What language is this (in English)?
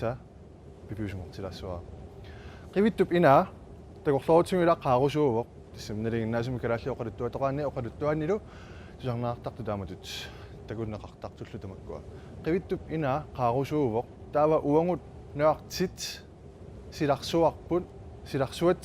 Kalaallisut